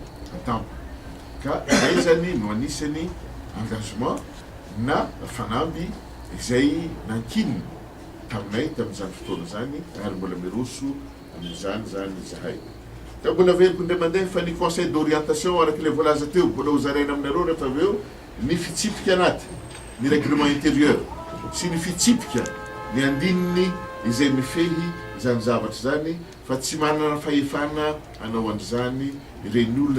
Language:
Malagasy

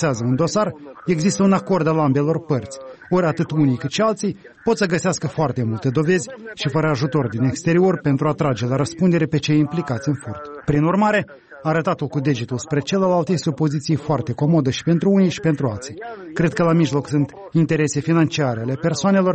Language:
Romanian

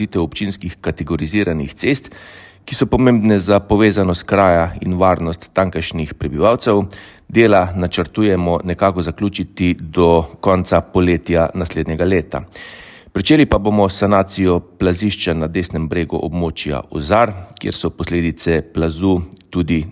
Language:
Slovenian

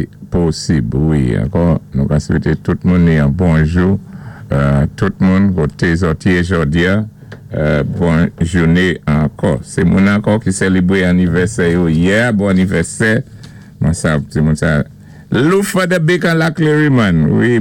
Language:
Saint Lucian Creole French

